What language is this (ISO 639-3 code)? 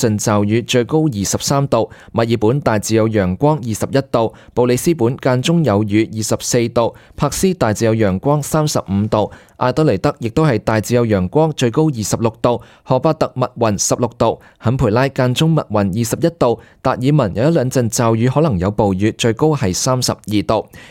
yue